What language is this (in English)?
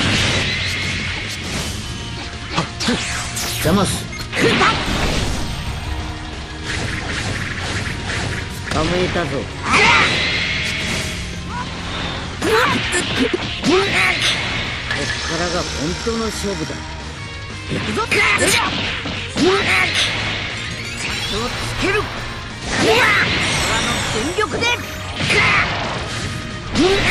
Japanese